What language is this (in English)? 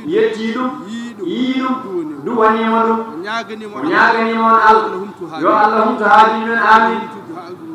Fula